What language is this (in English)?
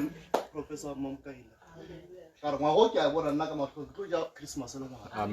Northern Sotho